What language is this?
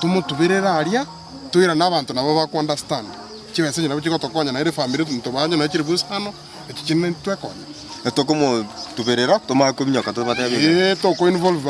Gusii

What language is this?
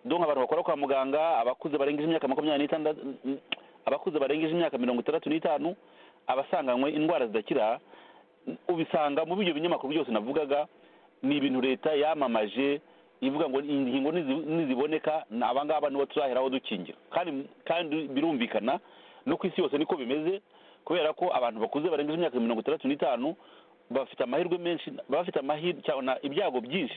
Kinyarwanda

